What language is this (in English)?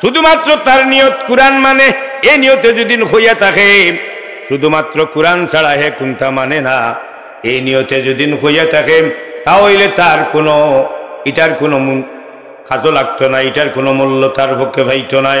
Sylheti